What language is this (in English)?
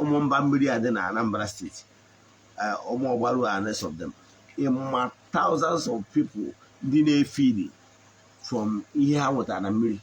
Igbo